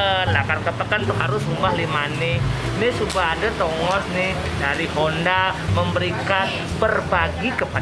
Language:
Balinese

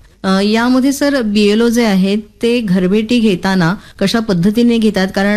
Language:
Marathi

